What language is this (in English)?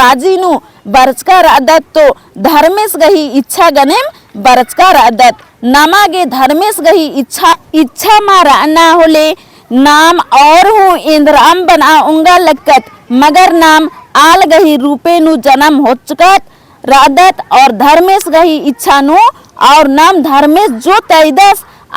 Kurukh